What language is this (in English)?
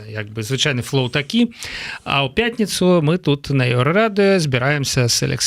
Belarusian